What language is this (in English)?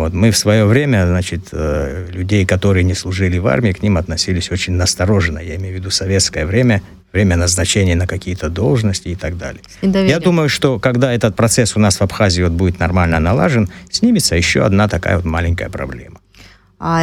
Russian